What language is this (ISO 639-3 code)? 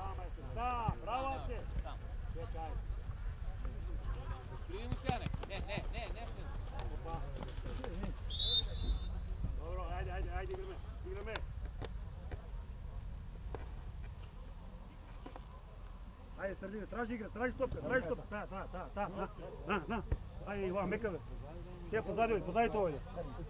mkd